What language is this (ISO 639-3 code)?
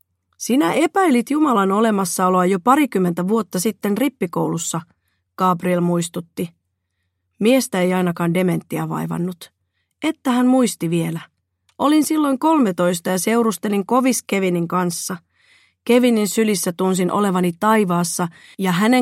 fin